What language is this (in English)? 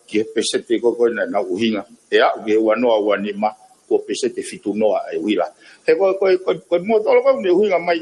Tongan